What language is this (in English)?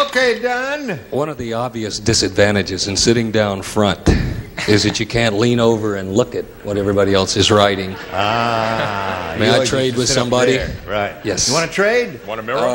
English